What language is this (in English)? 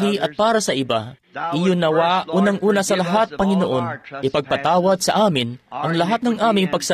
Filipino